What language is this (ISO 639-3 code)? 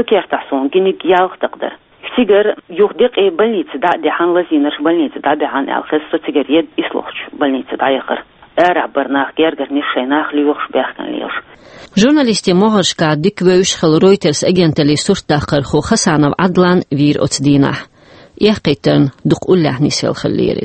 che